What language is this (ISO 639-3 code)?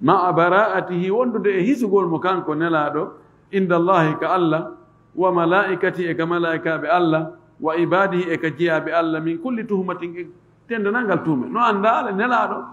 ful